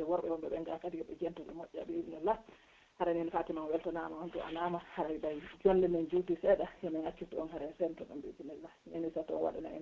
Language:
Pular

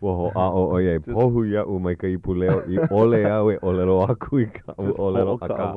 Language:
Hawaiian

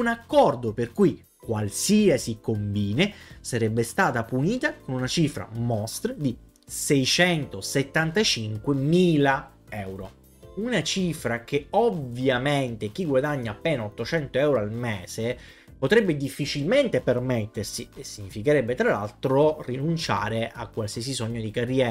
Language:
Italian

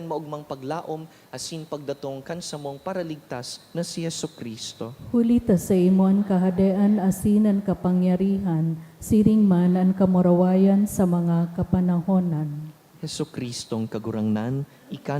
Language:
Bikol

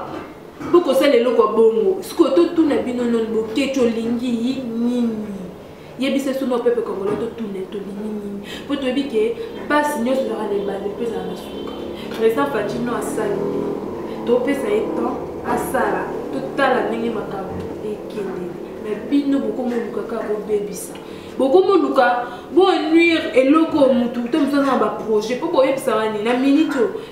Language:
Lingala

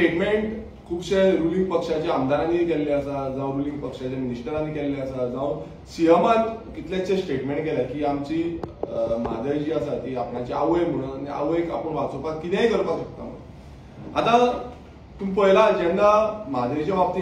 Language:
Konkani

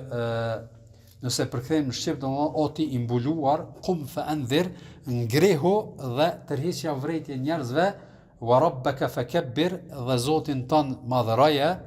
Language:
Albanian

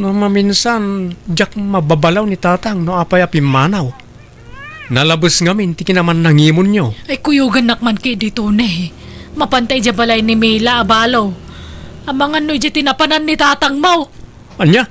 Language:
Iloko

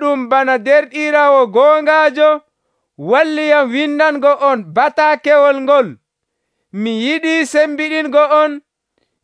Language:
Nigerian Fulfulde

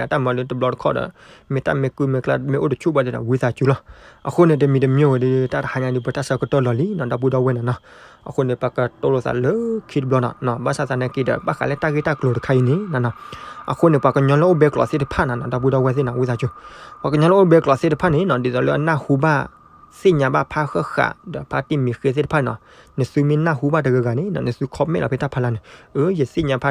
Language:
S'gaw Karen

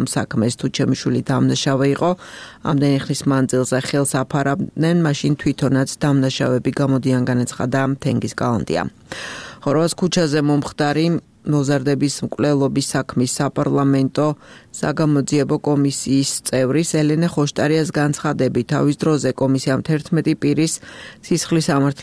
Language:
Georgian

